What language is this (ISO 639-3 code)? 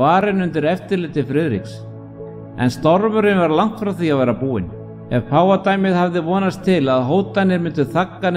isl